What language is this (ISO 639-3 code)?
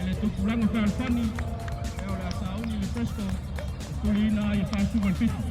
smo